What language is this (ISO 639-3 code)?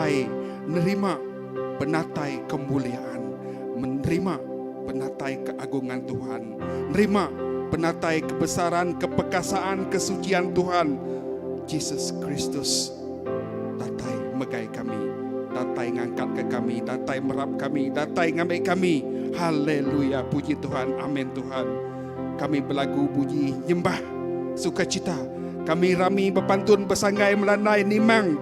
iba